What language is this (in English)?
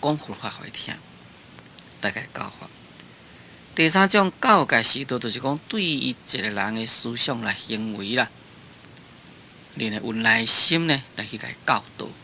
Min Nan Chinese